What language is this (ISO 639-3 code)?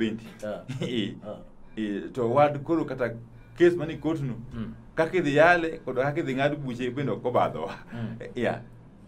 luo